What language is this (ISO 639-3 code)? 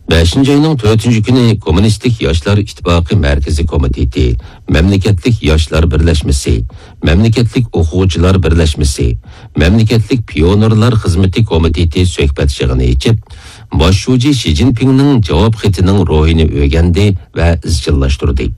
uig